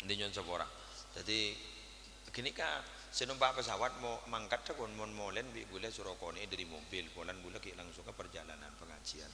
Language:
Madurese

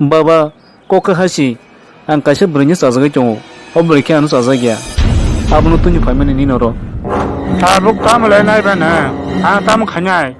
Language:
Kok Borok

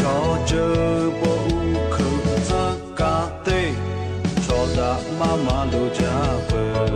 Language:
Lahu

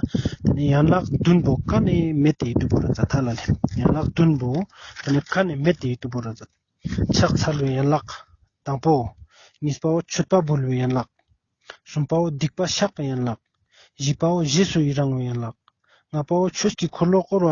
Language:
Ladakhi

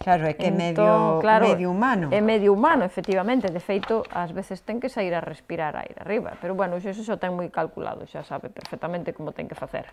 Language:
Galician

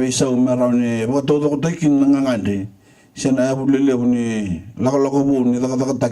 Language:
Fijian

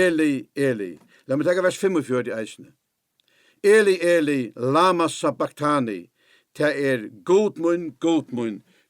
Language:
Faroese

